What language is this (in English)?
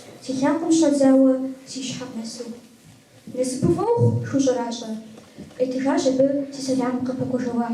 Kabardian